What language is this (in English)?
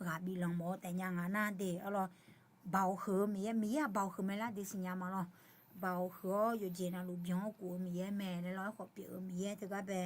Akha